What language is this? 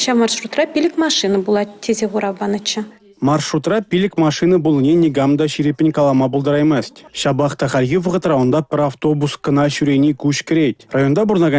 Chuvash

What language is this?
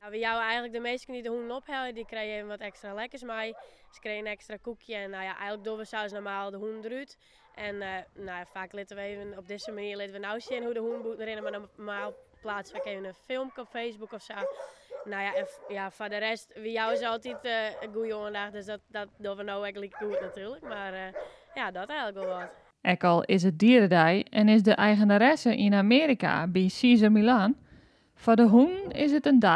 Western Frisian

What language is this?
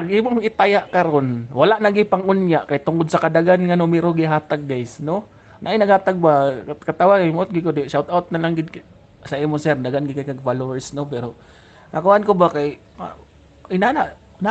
Cebuano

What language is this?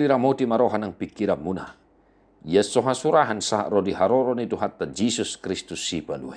Batak Toba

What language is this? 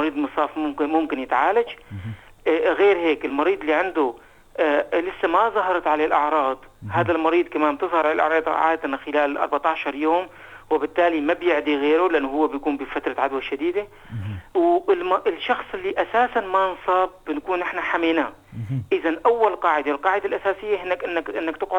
North Levantine Arabic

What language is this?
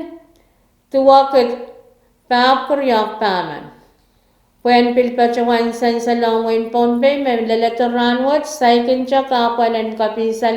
Pohnpeian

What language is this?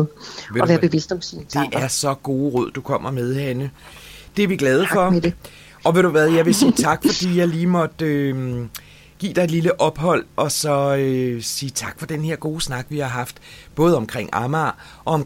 Danish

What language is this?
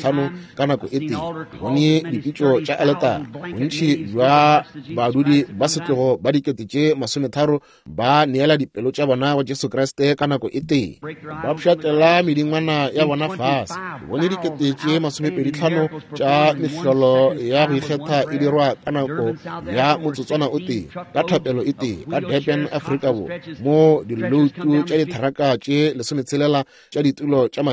Northern Sotho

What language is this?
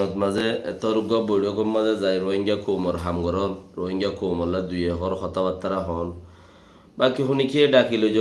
Rohingya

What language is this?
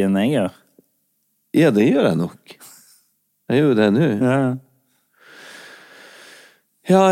Norwegian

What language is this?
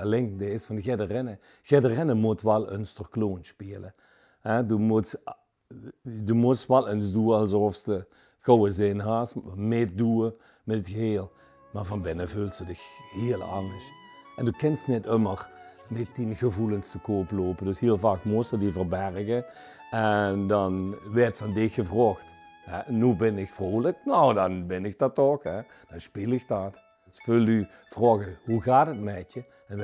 Limburgish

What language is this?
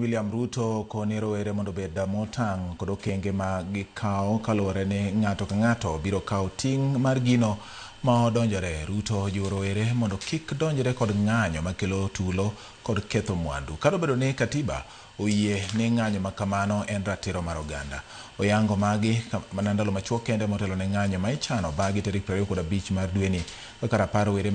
Luo (Kenya and Tanzania)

